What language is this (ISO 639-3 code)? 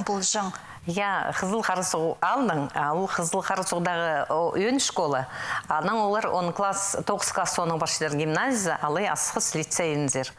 kjh